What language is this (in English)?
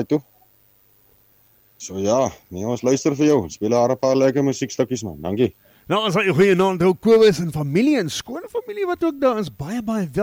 Afrikaans